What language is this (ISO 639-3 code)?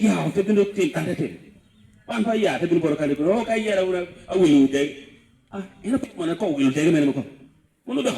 laj